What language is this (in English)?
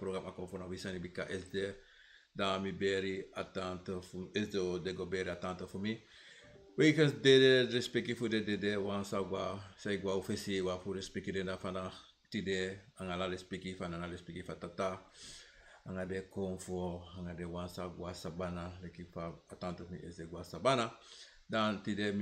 Sranan Tongo